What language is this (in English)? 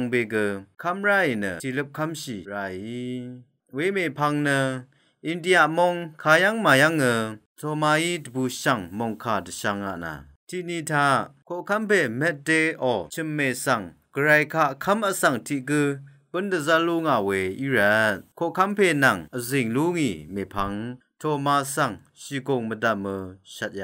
Rawang